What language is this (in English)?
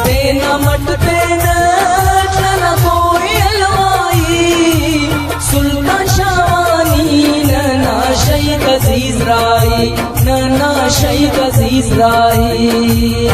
Brahui